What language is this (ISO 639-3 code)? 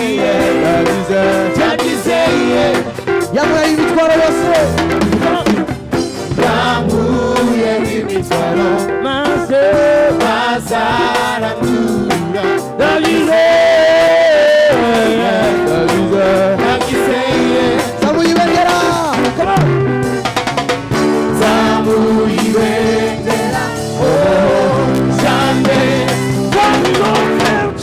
kin